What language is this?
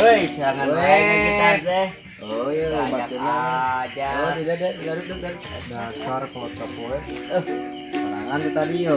Sundanese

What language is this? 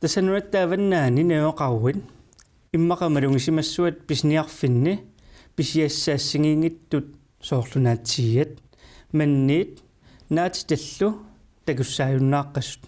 Kalaallisut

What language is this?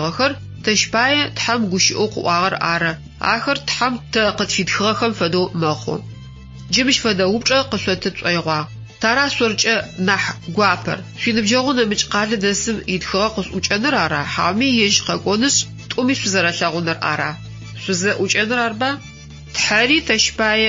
Adyghe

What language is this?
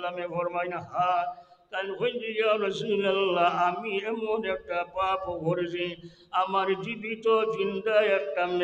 Sylheti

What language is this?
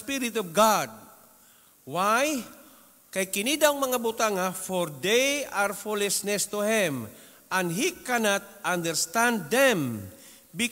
Cebuano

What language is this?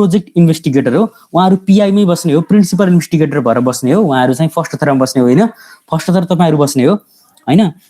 Nepali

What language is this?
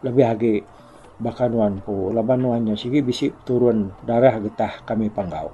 Iban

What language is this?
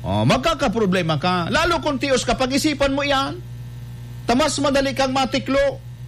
Bikol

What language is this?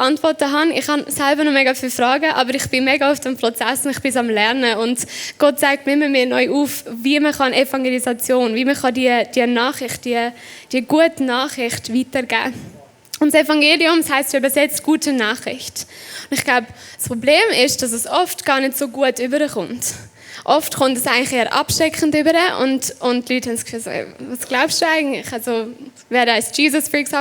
Swiss German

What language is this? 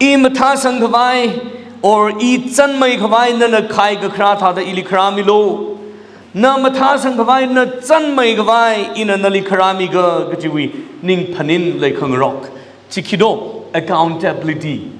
Tangkhul Naga (India)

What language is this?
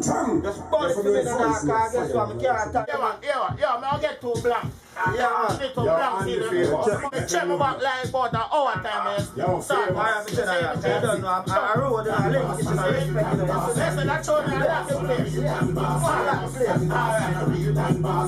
Jamaican Creole English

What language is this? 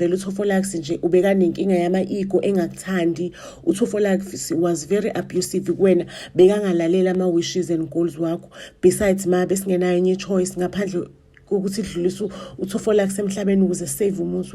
Zulu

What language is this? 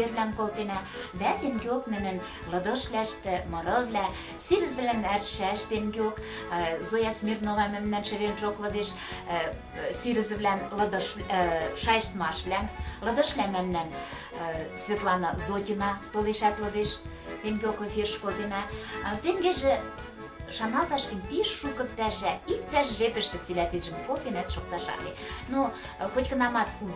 Western Mari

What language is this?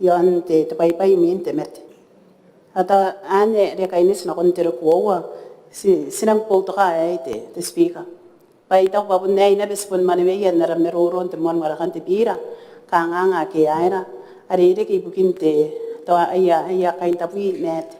Gilbertese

